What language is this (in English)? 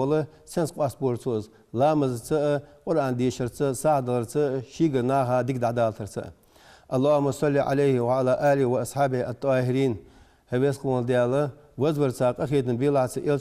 Ingush